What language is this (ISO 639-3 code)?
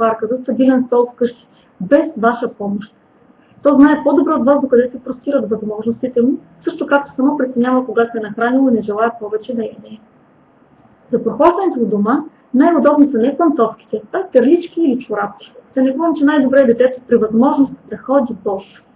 bul